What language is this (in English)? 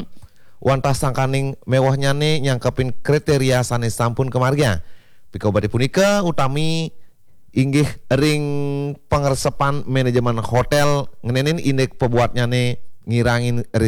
Balinese